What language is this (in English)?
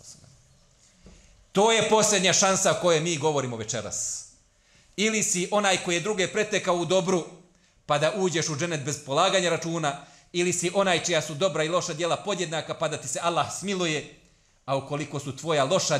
Bosnian